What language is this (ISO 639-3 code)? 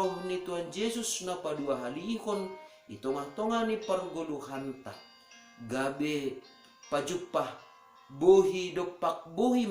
bts